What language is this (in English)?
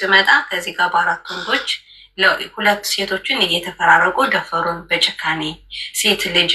Amharic